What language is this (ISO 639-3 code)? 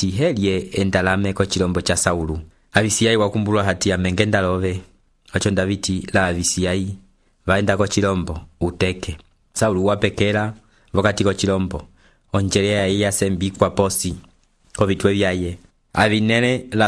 umb